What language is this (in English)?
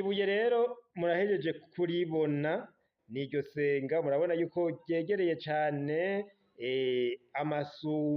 Rundi